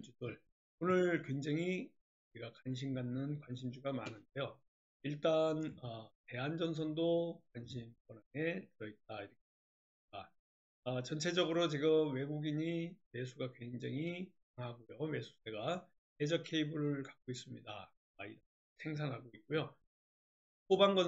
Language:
Korean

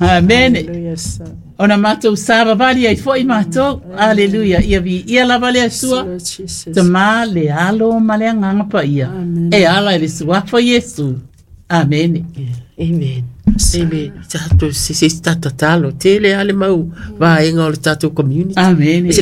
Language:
Samoan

